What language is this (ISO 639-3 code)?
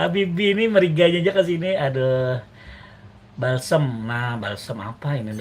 bjn